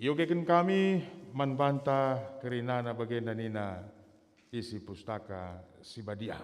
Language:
Batak Karo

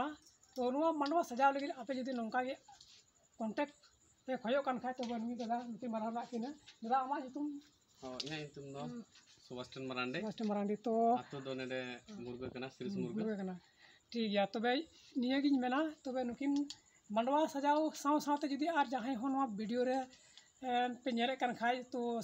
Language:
Santali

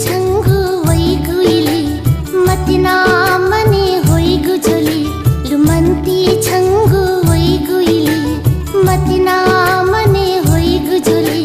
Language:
Newari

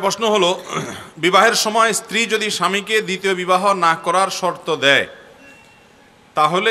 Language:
Bangla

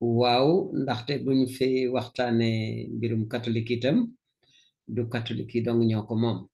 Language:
Wolof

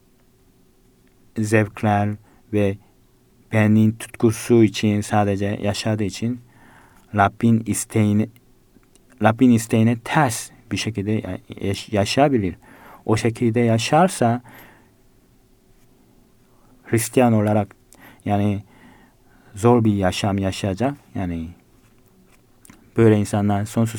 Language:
Turkish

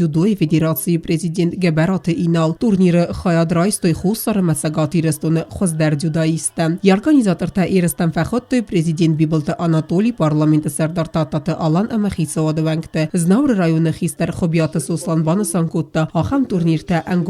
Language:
Ossetic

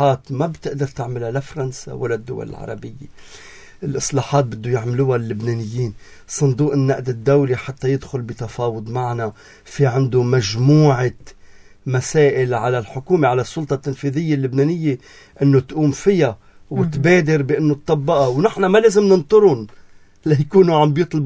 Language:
North Levantine Arabic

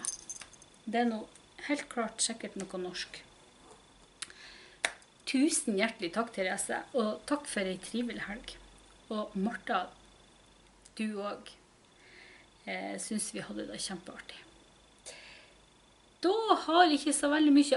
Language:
Norwegian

